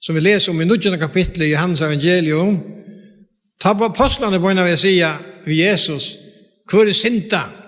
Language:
Faroese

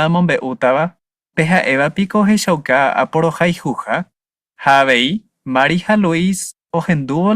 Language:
Guarani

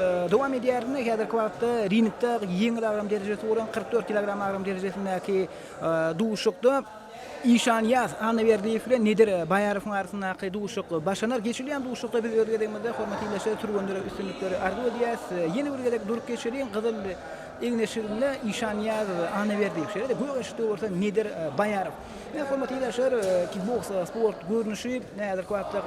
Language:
Turkmen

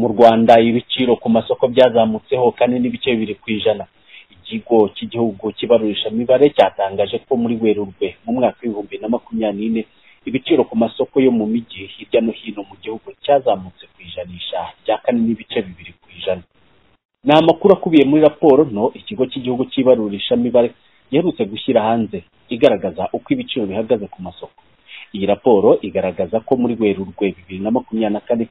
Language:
Kinyarwanda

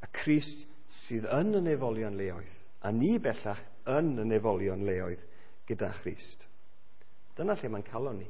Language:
Welsh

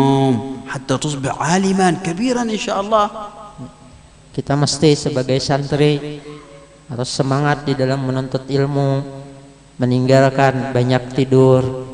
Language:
Banjar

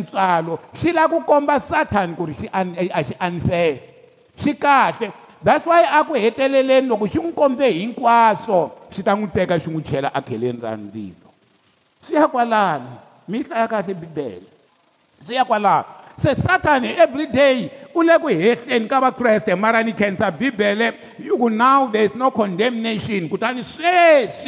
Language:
Tsonga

